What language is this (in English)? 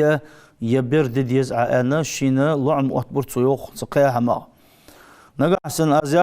Ingush